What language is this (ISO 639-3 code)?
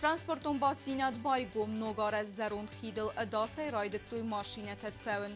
oss